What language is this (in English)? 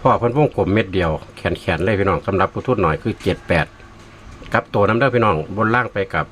Northeastern Thai